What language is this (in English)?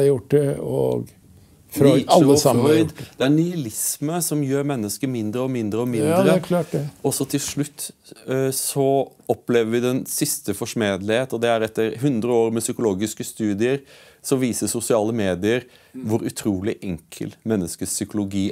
Norwegian